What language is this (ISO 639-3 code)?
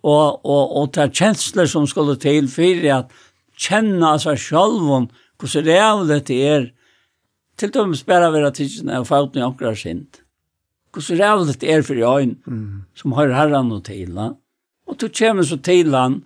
fao